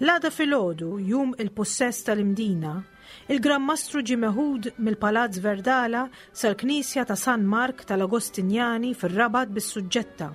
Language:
Maltese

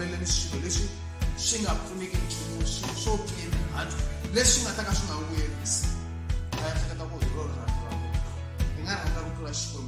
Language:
Tsonga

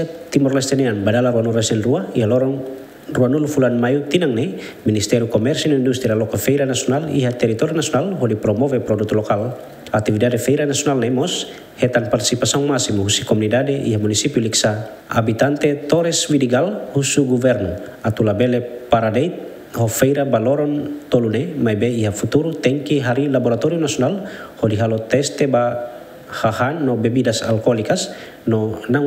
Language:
Tetum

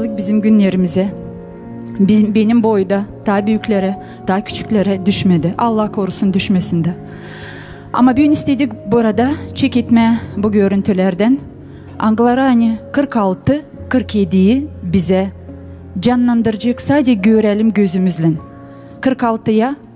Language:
Gagauz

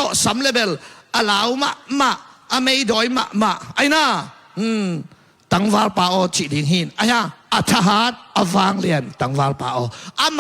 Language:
Tedim Chin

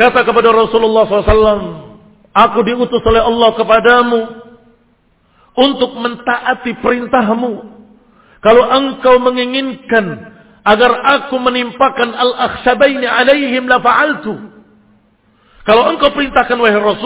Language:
Indonesian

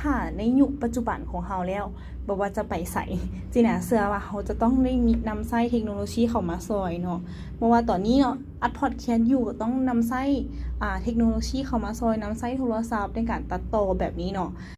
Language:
Lao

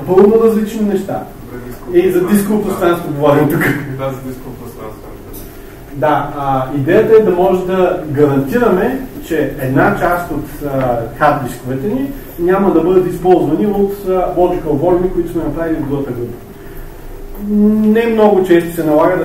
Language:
Bulgarian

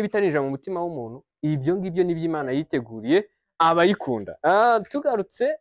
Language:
Kinyarwanda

